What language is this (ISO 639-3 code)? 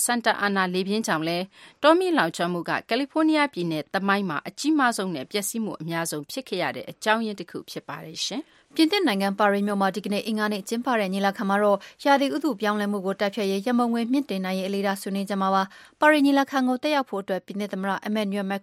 mya